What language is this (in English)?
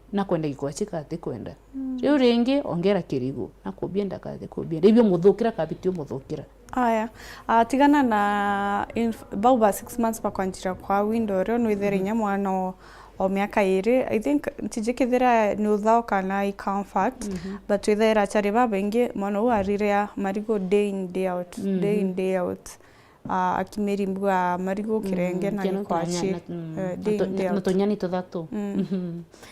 Meru